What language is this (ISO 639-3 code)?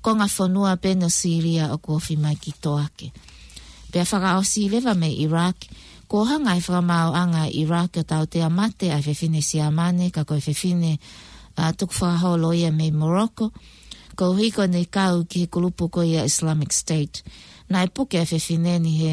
ton